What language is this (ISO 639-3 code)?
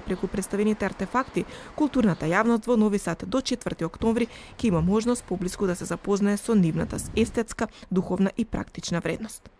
mkd